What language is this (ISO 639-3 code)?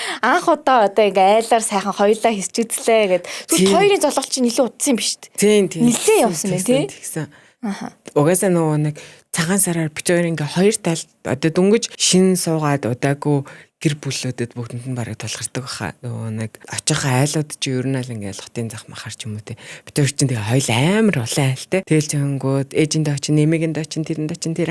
mon